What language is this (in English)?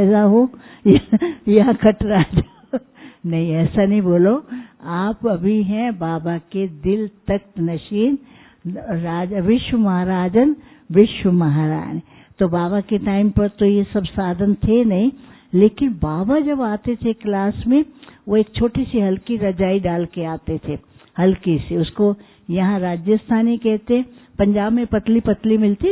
Hindi